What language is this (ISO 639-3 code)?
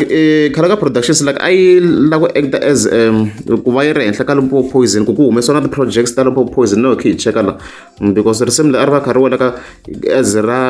tso